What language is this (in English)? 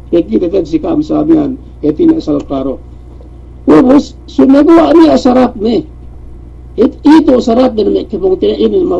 Yakan